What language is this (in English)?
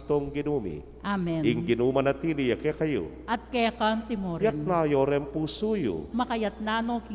Pampanga